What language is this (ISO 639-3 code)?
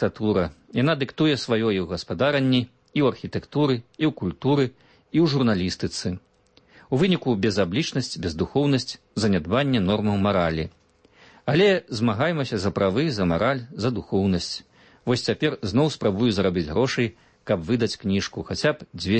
bel